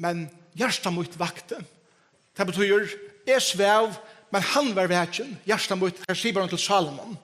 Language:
Faroese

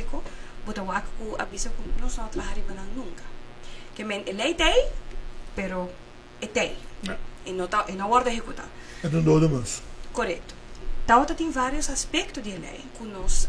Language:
Papiamento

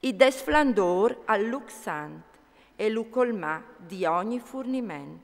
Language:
Friulian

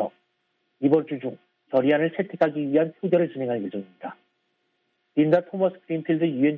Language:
Korean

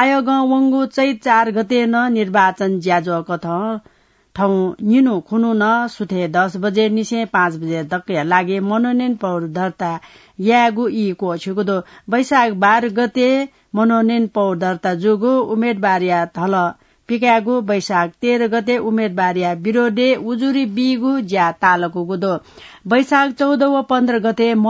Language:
Newari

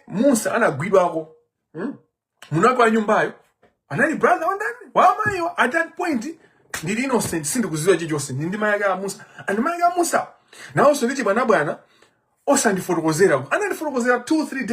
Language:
Nyanja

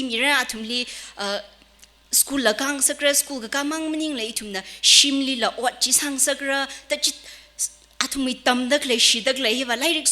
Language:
Tangkhul Naga (India)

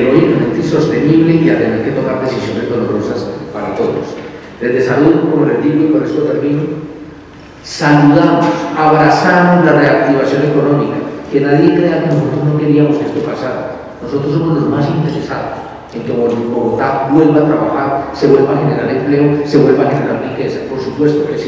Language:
Spanish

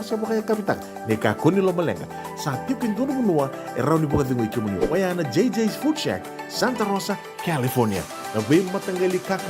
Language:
Fijian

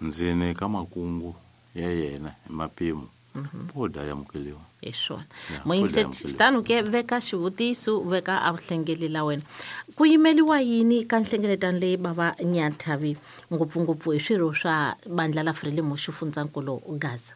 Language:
Tsonga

